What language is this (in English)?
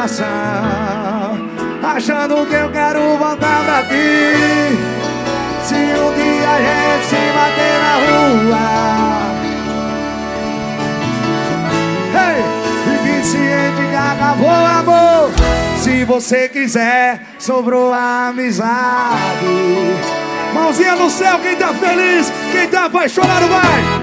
Portuguese